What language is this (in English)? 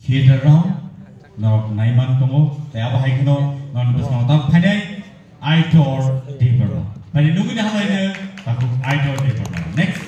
Kok Borok